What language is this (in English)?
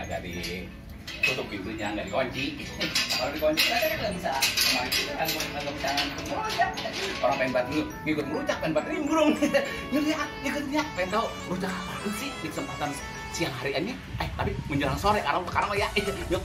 Betawi